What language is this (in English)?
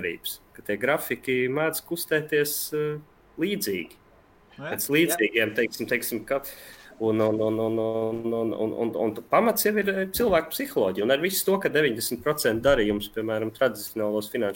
Latvian